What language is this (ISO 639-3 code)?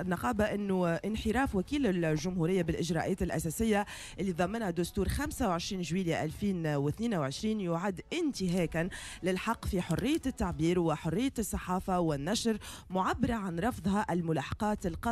aeb